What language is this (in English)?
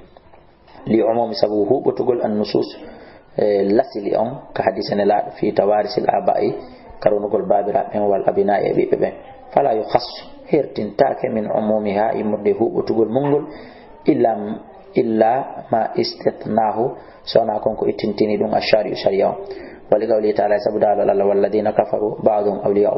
Fula